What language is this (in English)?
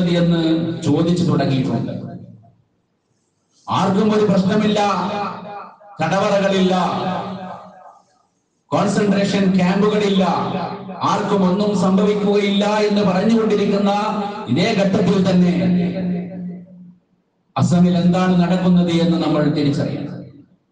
Malayalam